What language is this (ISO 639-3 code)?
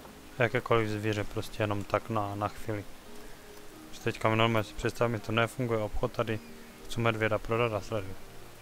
ces